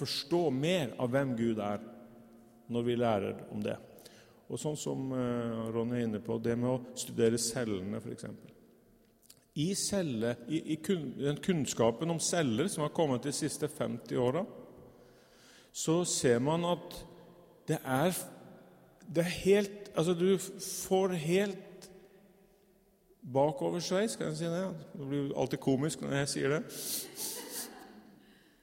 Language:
Norwegian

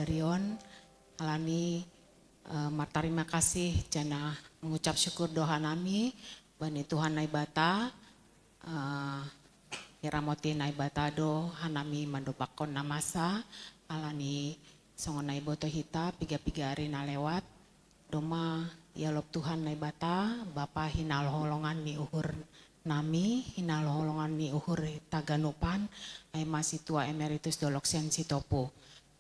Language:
Batak Simalungun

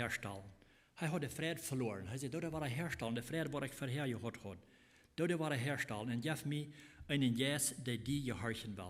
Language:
Plautdietsch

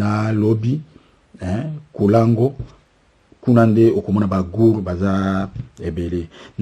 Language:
Lingala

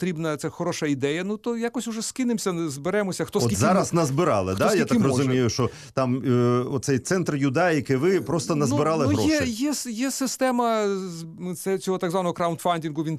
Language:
Ukrainian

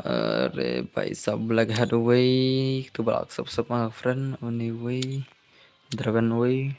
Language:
Khasi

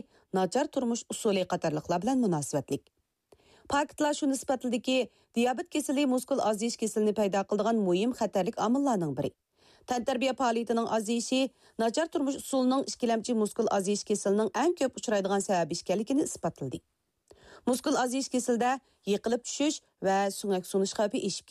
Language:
Uyghur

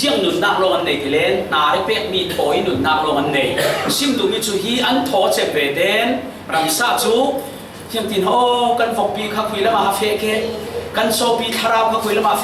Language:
Falam Chin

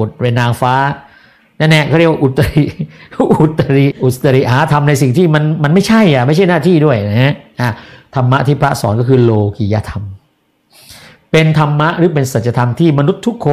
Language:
Thai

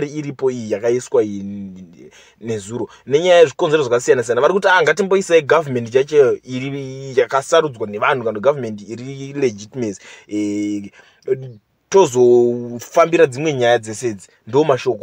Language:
Shona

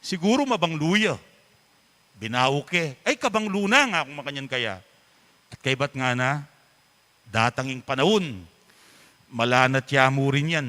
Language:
Pampanga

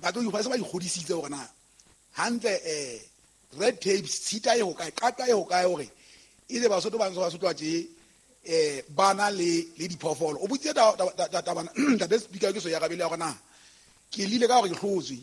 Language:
Southern Sotho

